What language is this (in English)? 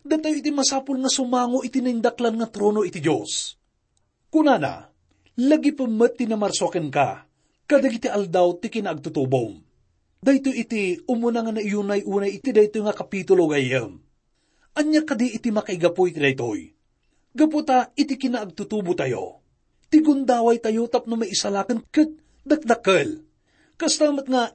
Iloko